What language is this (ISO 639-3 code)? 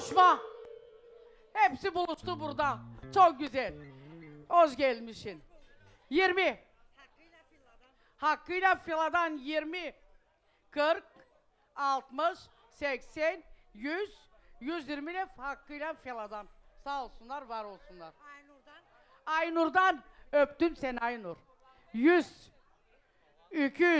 tur